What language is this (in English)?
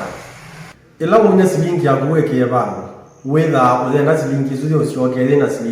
Kamba